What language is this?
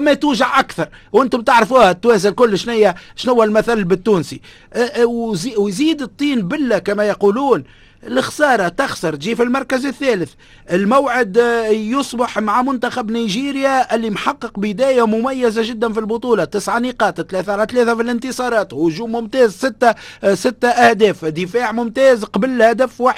Tunisian Arabic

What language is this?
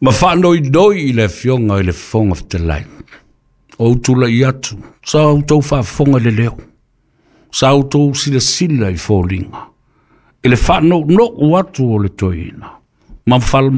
Samoan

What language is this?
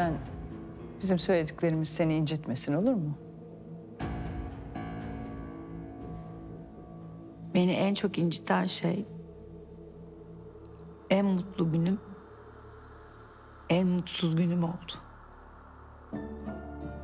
Turkish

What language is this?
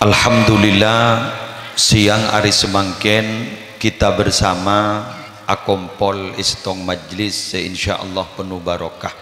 Madurese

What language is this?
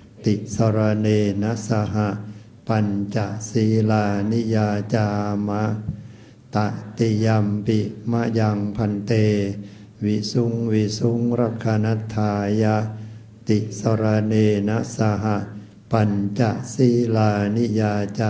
Pali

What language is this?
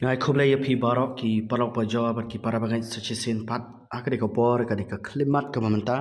Khasi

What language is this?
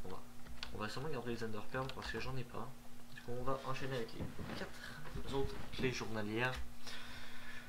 French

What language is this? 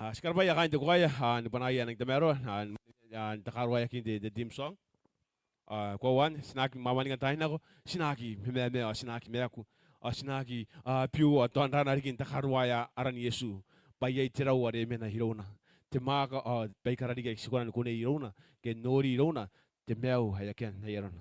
Gilbertese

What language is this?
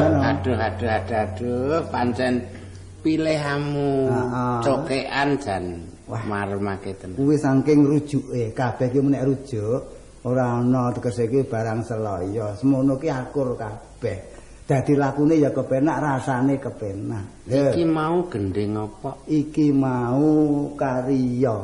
Javanese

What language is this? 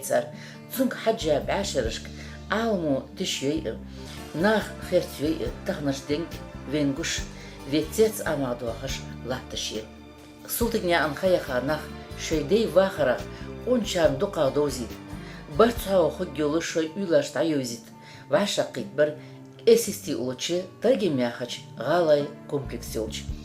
Ingush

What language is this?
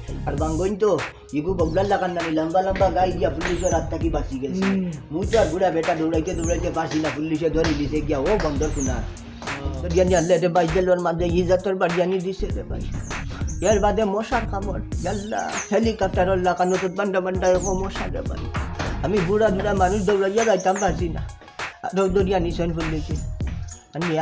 Sylheti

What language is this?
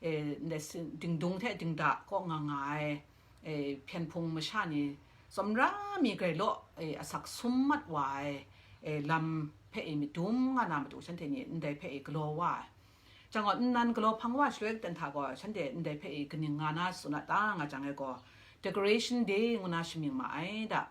Kachin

